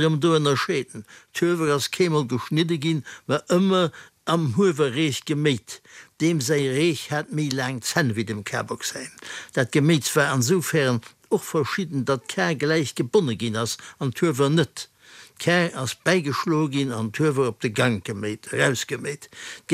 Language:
Luxembourgish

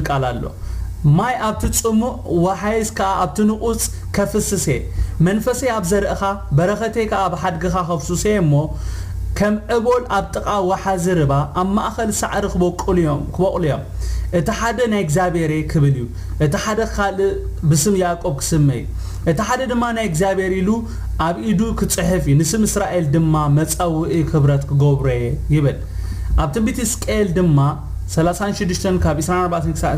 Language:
Tigrinya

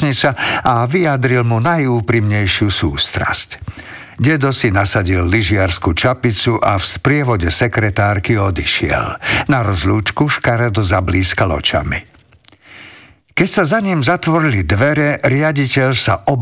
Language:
Slovak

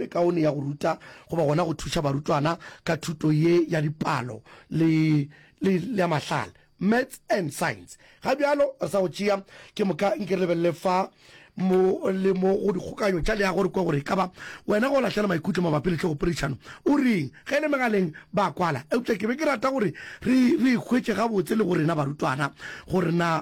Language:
Northern Sotho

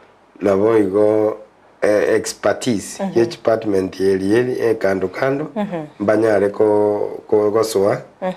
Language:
Gusii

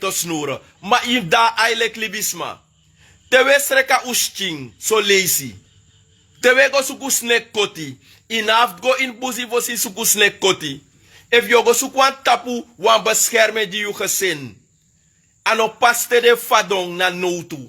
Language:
Sranan Tongo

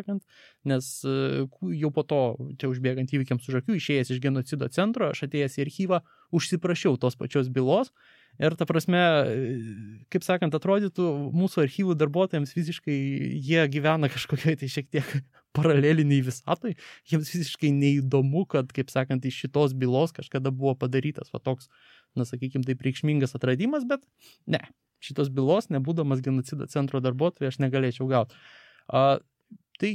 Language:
Lithuanian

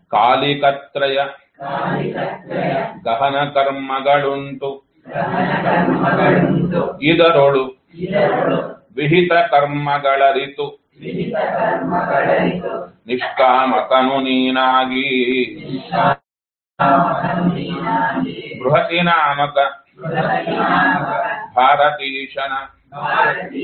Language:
Kannada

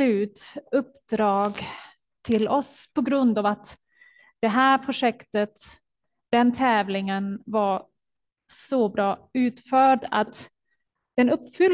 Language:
Swedish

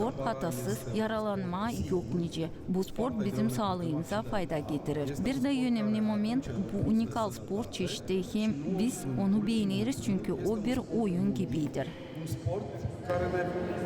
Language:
Gagauz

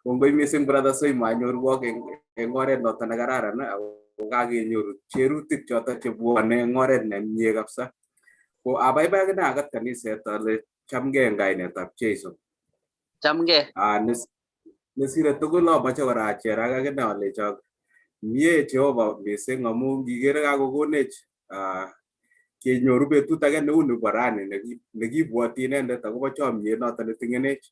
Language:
Kalenjin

